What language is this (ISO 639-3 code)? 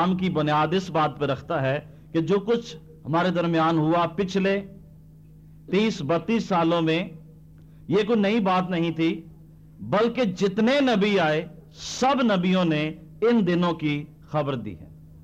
urd